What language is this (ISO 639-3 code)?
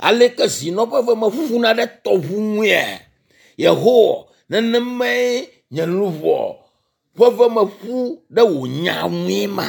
ewe